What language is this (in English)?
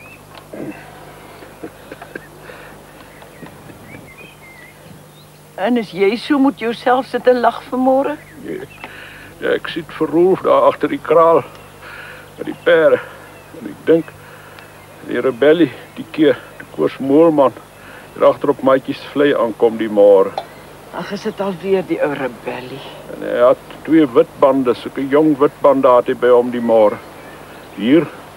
Afrikaans